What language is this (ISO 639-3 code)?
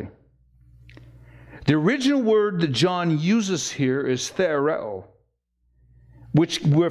eng